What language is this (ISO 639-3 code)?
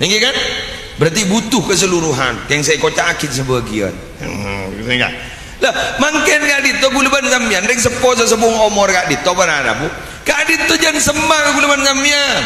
mad